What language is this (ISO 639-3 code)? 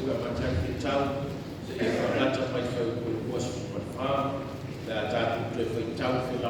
smo